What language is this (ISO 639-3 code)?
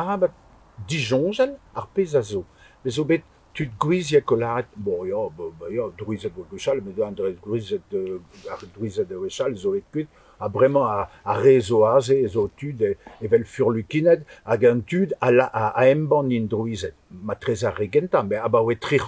bre